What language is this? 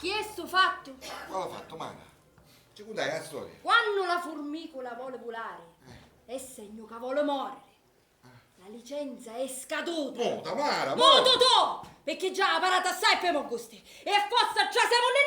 Sicilian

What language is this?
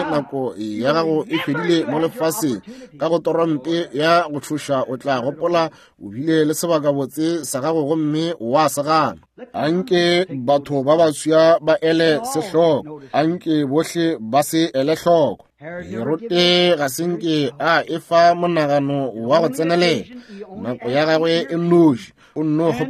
Northern Sotho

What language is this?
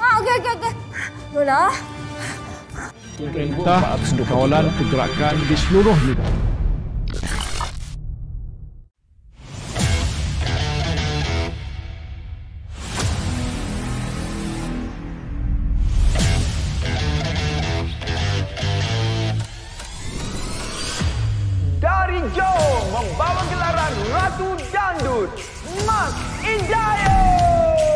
Malay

